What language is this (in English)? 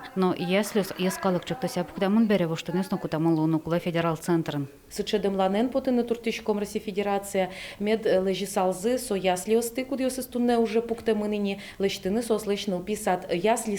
Udmurt